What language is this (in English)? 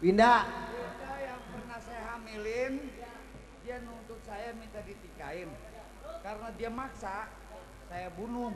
Betawi